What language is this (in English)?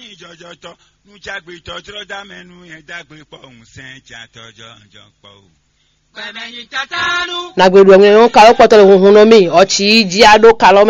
Fon